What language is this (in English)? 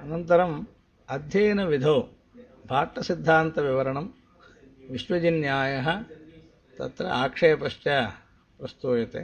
Sanskrit